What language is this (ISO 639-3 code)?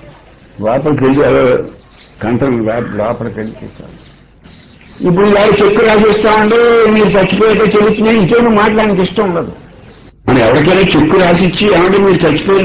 tel